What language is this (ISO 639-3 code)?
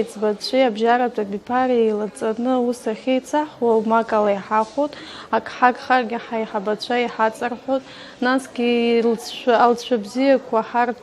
abk